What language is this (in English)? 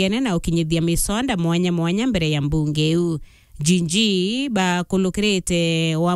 Meru